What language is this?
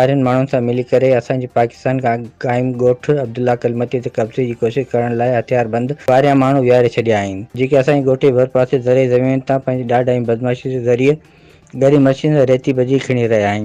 Sindhi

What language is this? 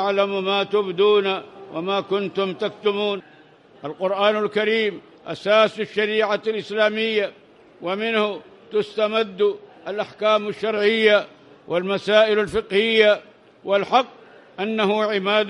Arabic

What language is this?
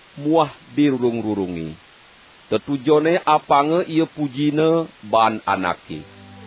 Balinese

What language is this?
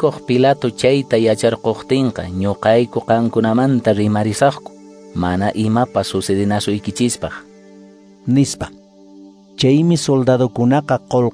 Quechua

